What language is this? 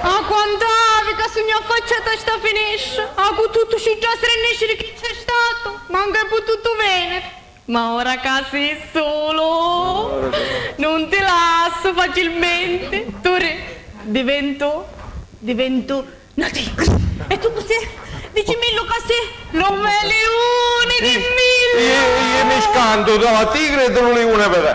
Sicilian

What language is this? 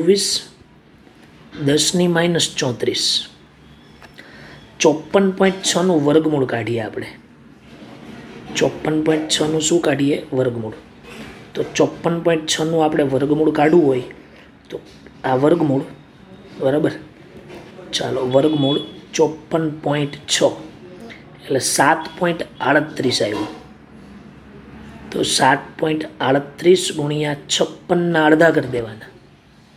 Gujarati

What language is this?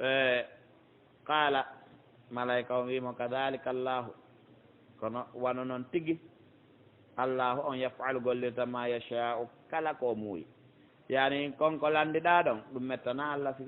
Pular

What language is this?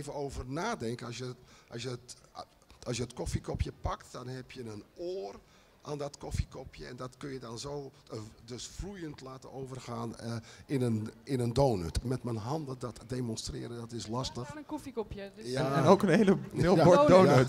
Dutch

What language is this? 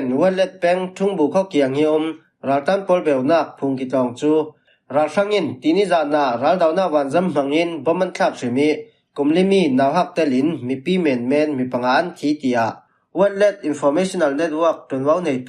Falam Chin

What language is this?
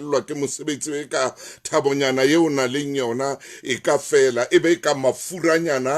Southern Sotho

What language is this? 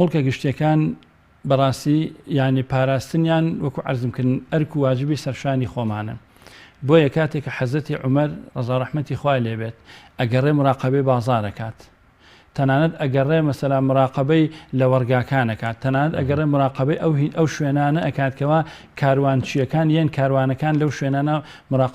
Central Kurdish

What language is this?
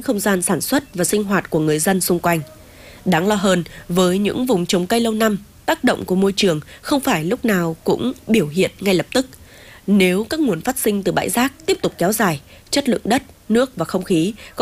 Vietnamese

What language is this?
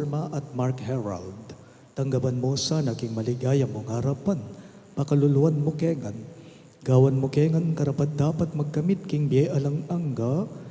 Pampanga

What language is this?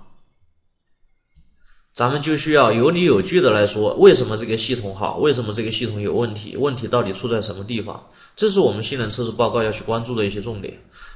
Chinese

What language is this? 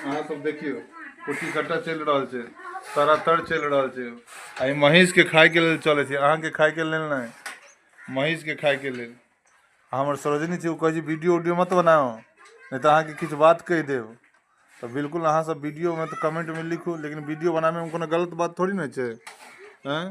Maithili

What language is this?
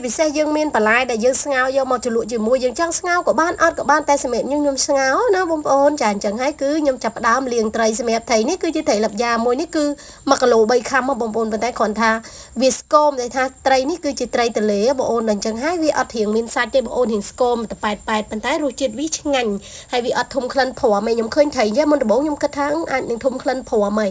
Khmer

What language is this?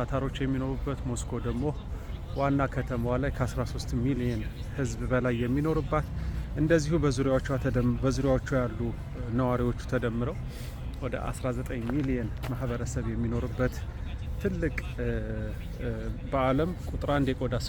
Amharic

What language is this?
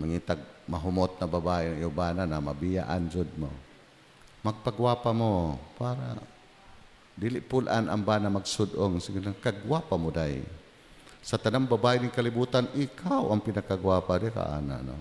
Cebuano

